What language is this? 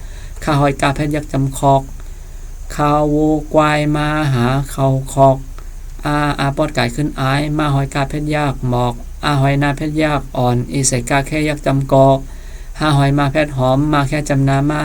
Shan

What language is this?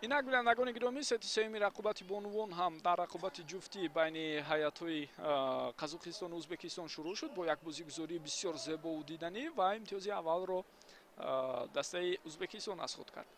Tajik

